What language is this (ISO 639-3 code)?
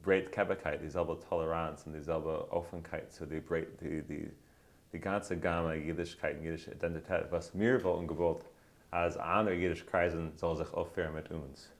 yid